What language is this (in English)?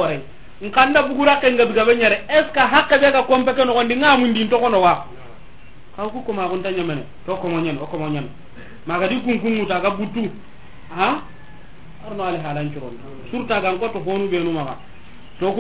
Soninke